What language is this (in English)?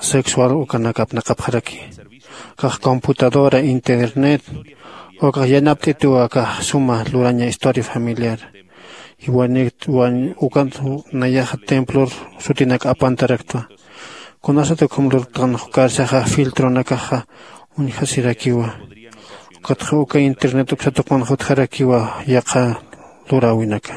Aymara